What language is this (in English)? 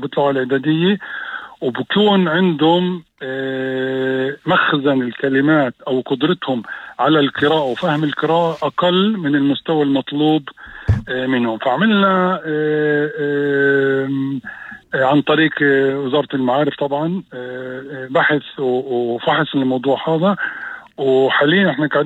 North Levantine Arabic